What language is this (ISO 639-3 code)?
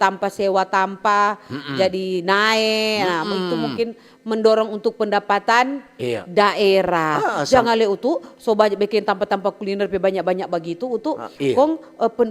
xmm